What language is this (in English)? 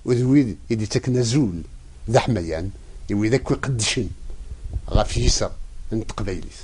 Kabyle